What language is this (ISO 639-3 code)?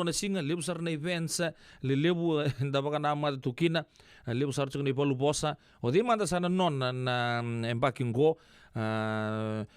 fij